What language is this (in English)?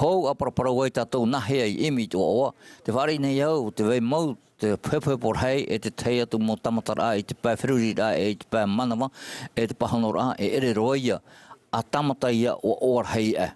Tahitian